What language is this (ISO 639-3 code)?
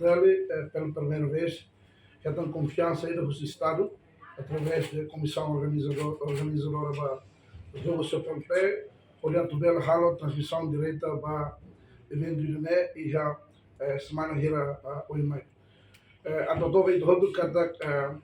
tet